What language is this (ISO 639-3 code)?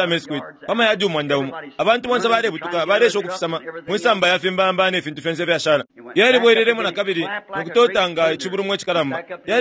bem